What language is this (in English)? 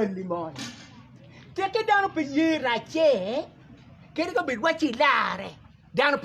Acoli